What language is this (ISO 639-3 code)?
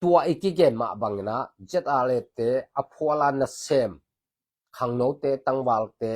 ctd